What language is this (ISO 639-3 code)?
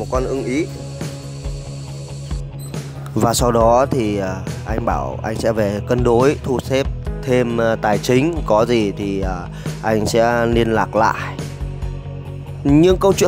vie